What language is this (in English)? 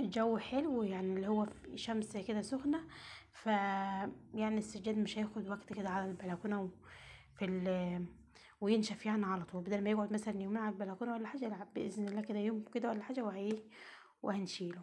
Egyptian Arabic